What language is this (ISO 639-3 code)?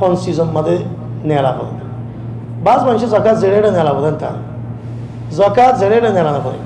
rhg